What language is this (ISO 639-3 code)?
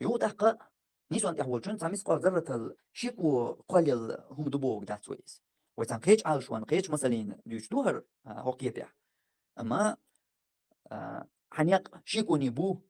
che